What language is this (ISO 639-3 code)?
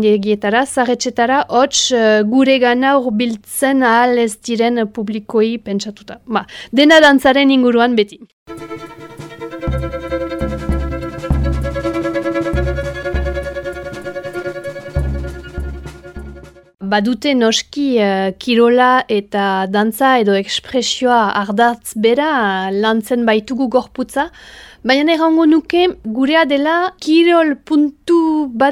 eus